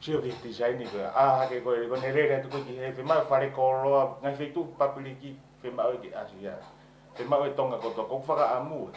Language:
Tongan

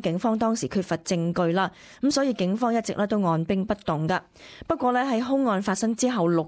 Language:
Cantonese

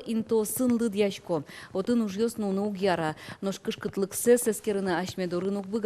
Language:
Udmurt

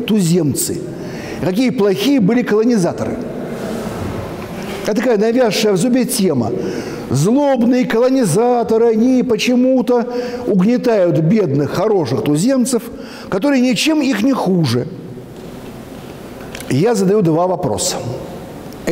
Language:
Russian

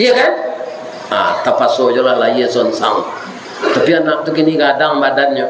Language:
Minangkabau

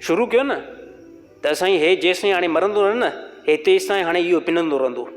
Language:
Sindhi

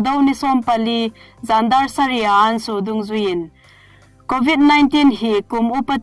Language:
Hmar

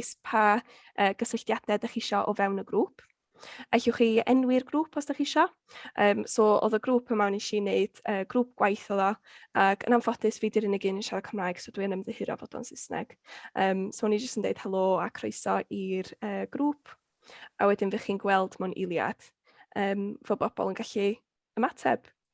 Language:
Welsh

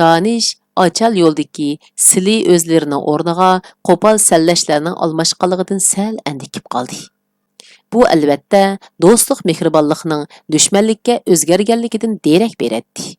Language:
Uyghur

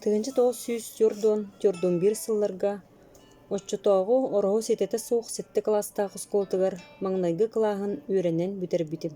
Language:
Yakut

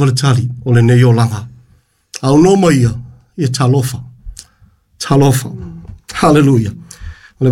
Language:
Samoan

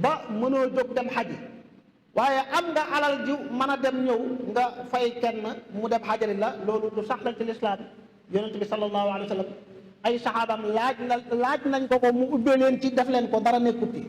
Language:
Wolof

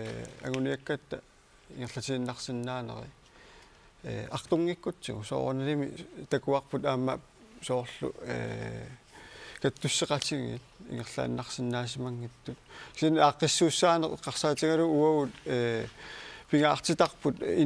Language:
Kalaallisut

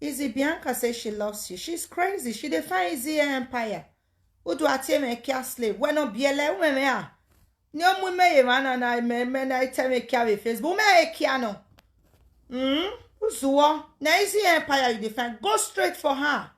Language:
Nigerian Pidgin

